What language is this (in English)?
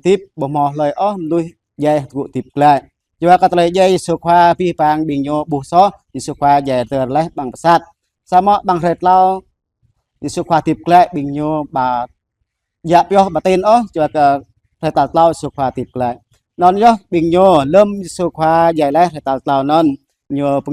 Jarai